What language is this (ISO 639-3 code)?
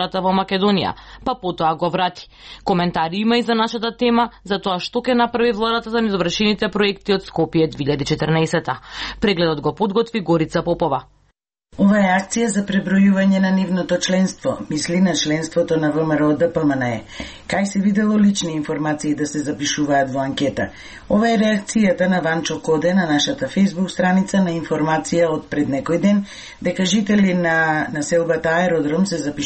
mkd